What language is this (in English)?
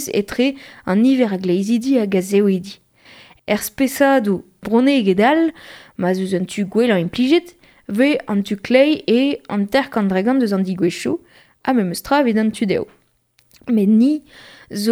Breton